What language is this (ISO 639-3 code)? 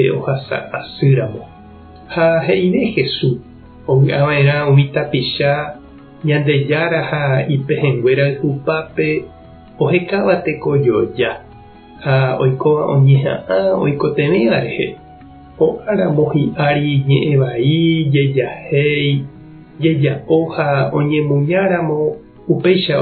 grn